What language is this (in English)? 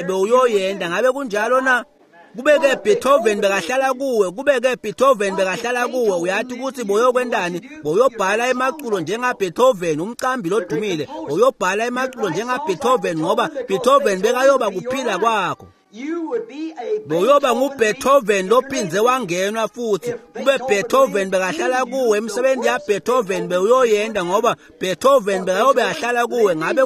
Swati